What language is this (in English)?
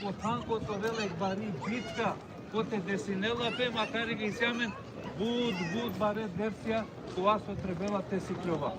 Balkan Romani